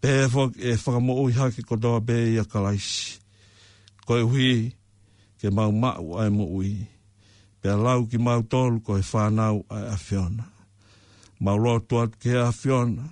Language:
Tongan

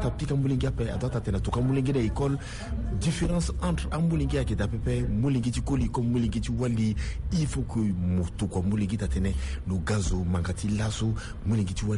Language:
Sango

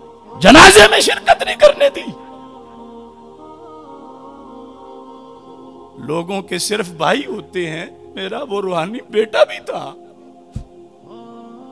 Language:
Urdu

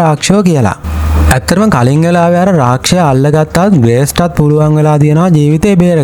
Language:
Sinhala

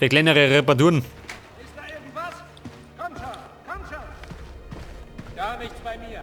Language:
Bavarian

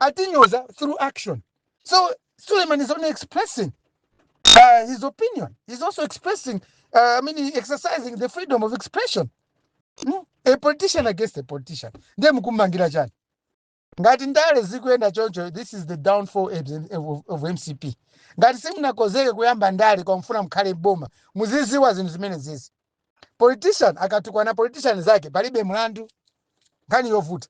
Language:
Nyanja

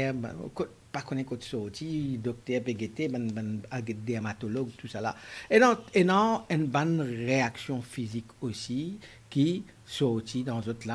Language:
Morisyen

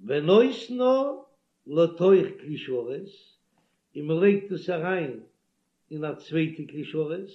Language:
Yiddish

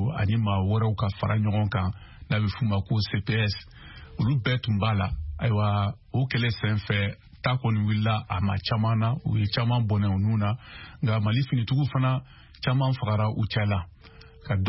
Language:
Bambara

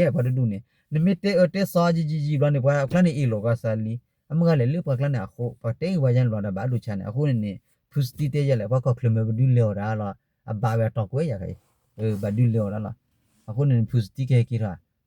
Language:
S'gaw Karen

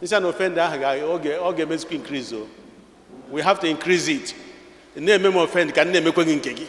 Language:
Igbo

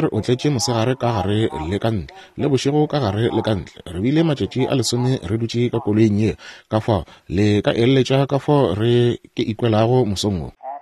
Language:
Northern Sotho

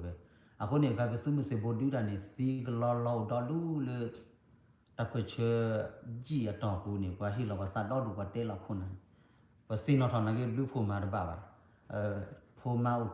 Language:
S'gaw Karen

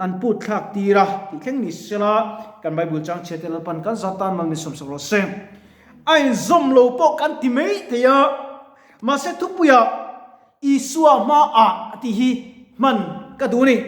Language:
Mizo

